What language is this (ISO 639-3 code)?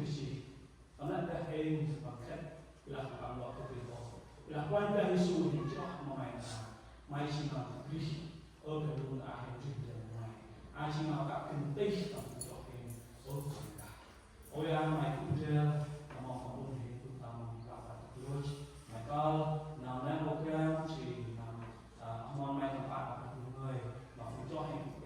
cmo